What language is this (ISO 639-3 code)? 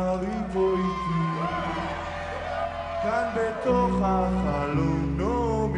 heb